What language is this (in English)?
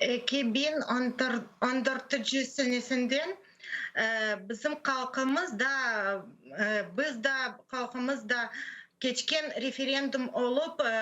Crimean Tatar